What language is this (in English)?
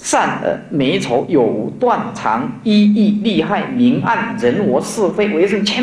Chinese